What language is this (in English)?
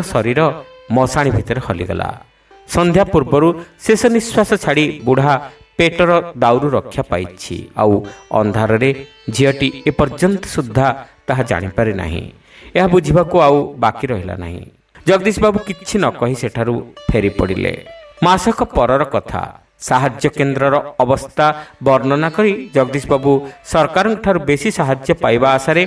Odia